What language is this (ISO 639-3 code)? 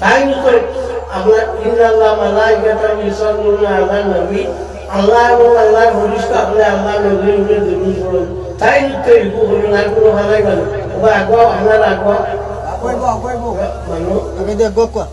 syl